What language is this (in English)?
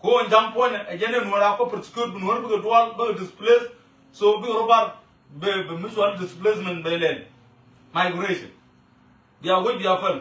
Nuer